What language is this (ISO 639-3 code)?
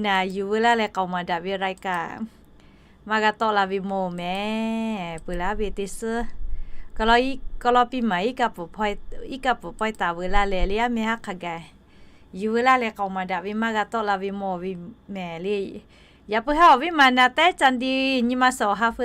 lhu